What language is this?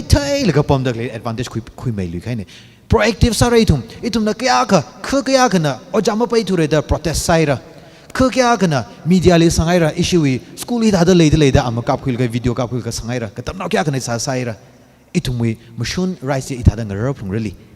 Tangkhul Naga (India)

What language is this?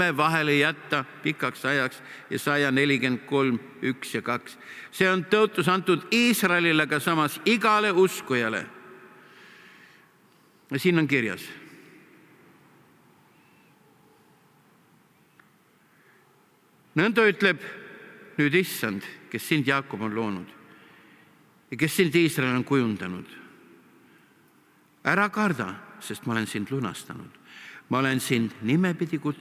Estonian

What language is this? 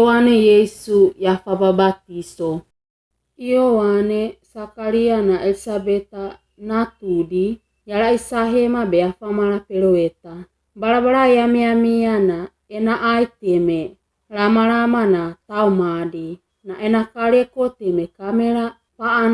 Wagawaga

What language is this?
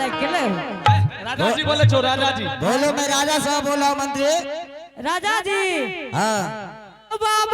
Angika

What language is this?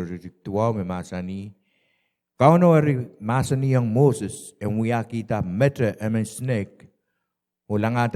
Pohnpeian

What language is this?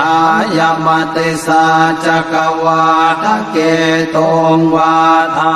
Pali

